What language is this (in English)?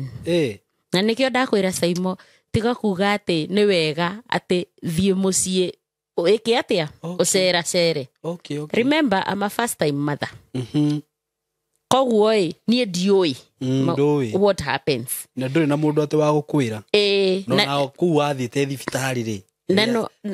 Kikuyu